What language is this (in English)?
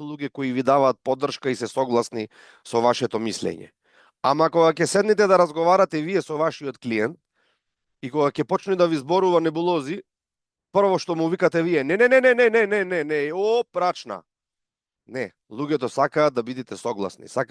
Macedonian